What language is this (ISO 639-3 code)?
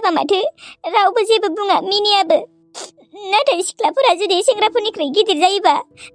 brx